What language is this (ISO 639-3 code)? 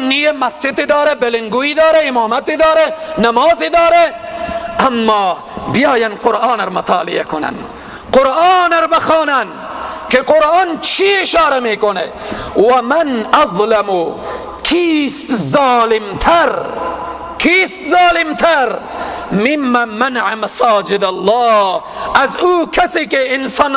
fas